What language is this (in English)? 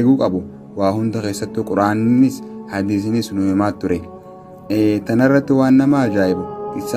Oromo